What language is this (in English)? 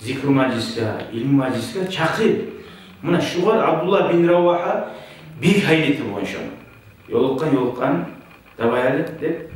Kumyk